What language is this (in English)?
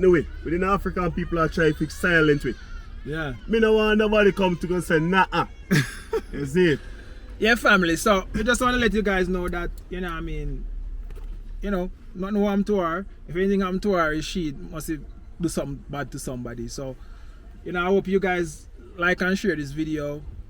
Jamaican Creole English